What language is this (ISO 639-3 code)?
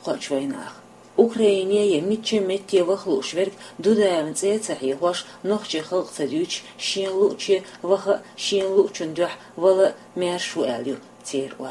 che